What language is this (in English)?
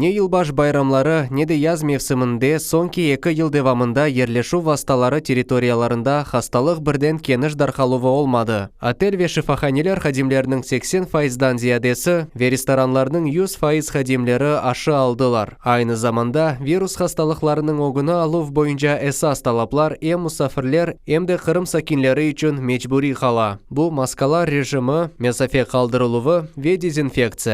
Crimean Tatar